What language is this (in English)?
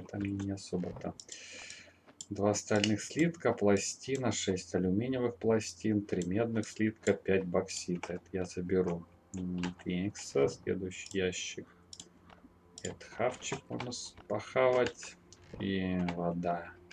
Russian